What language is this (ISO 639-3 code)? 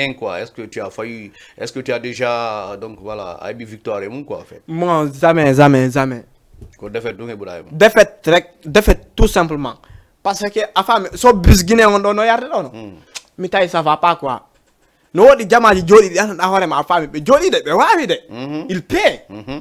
ful